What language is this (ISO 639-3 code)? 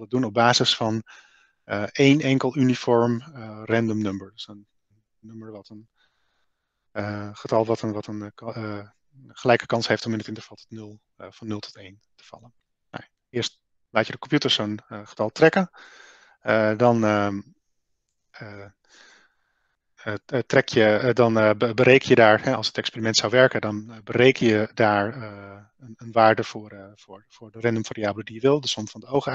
nld